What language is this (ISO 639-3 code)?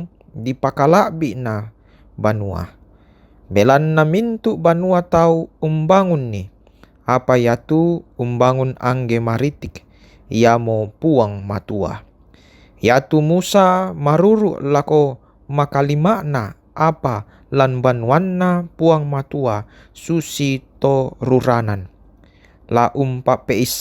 sda